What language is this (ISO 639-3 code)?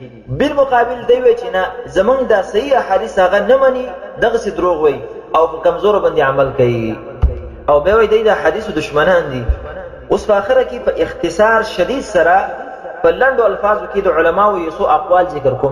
pus